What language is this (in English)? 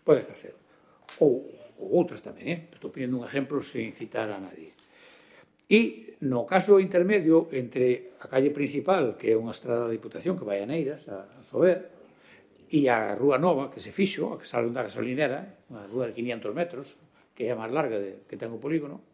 Galician